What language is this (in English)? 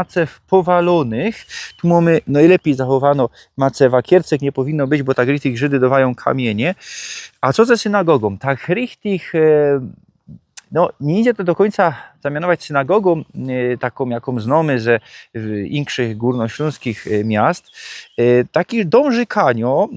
Silesian